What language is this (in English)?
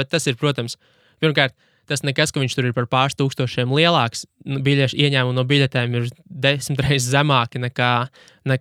Latvian